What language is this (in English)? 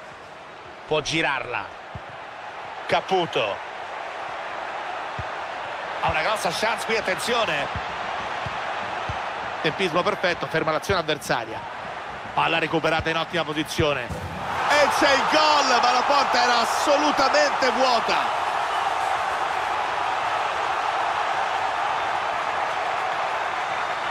Italian